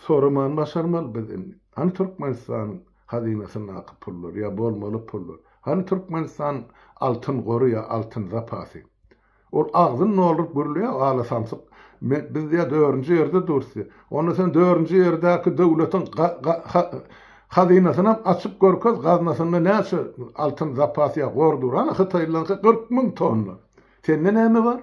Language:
Turkmen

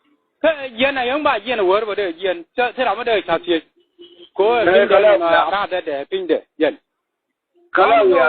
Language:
Nuer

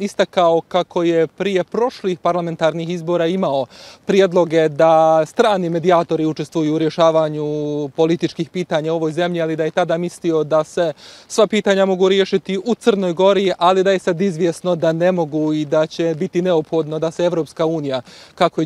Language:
Croatian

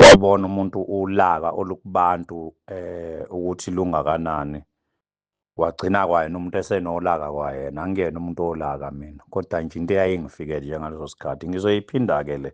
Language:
Zulu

